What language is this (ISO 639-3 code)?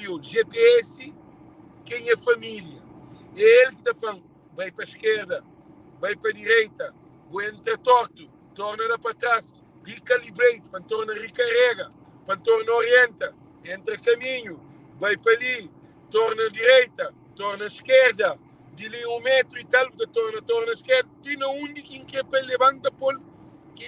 kea